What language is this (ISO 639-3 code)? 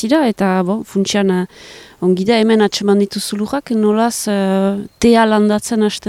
eus